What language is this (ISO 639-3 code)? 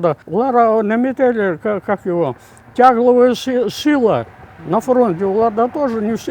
crh